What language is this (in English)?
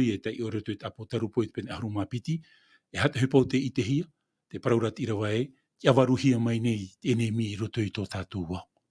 Tahitian